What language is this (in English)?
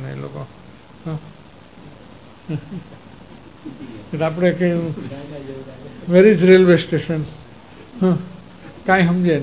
Gujarati